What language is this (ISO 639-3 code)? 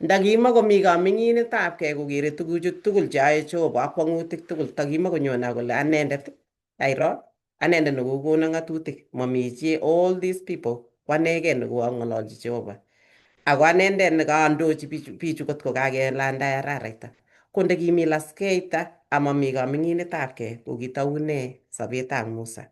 kln